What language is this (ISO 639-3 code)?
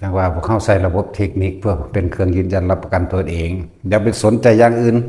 lao